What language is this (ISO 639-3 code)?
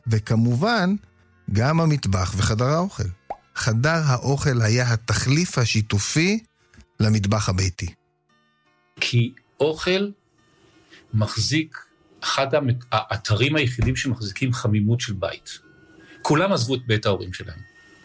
heb